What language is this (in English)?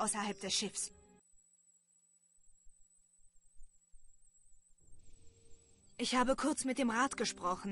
German